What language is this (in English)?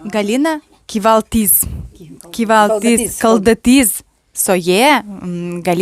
Udmurt